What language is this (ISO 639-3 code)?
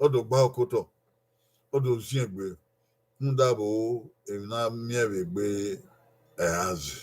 bin